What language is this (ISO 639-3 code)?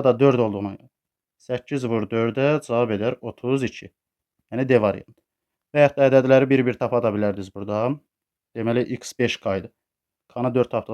aze